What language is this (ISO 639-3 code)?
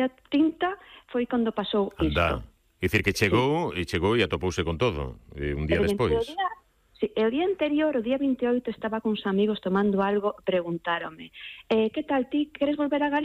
glg